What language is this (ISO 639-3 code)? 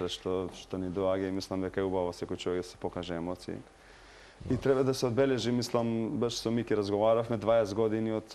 mkd